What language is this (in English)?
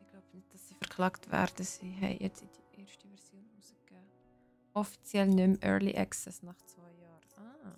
Swiss German